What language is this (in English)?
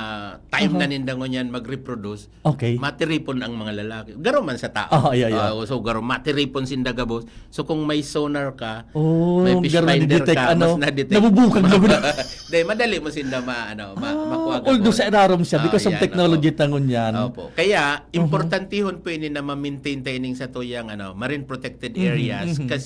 Bikol